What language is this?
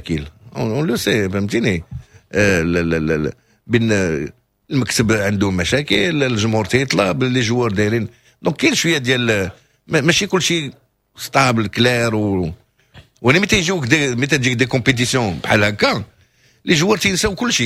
Moroccan Arabic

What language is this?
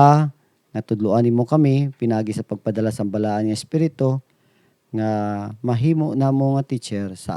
Hiligaynon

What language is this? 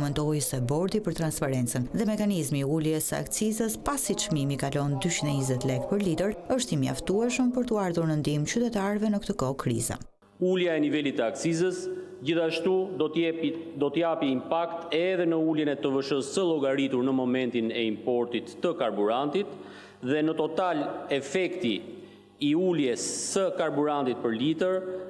Albanian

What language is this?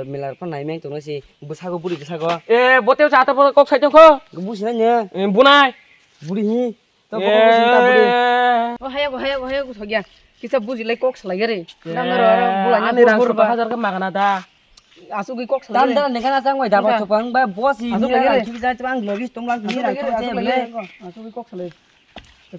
Kok Borok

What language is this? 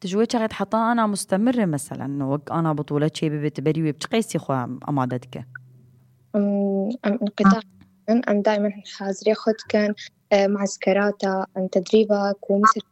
Kurdish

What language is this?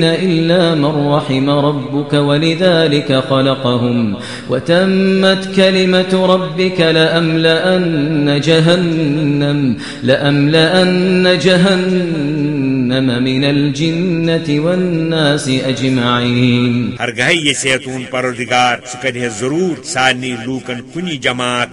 Kashmiri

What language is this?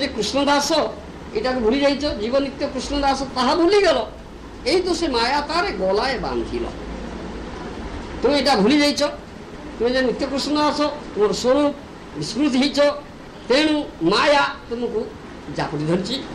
Odia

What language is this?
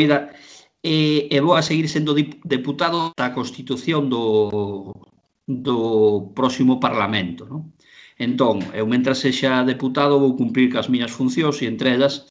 Galician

